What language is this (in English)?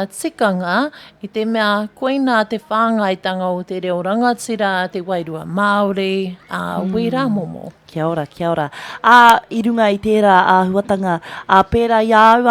Māori